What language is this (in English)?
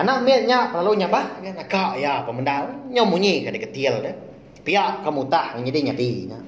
Iban